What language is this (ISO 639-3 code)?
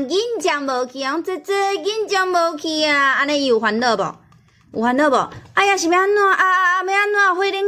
nan